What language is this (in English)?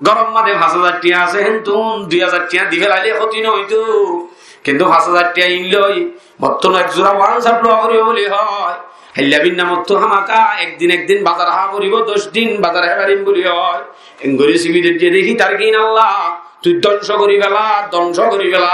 Rohingya